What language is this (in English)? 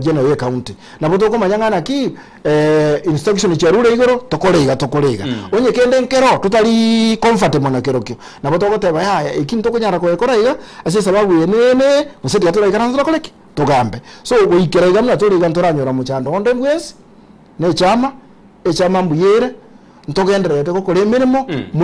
Gusii